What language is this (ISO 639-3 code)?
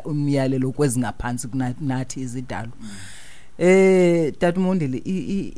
xho